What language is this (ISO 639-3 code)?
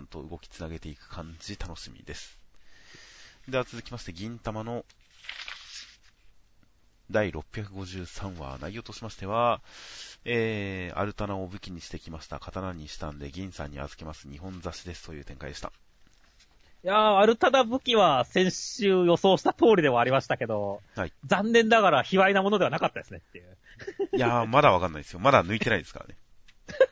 jpn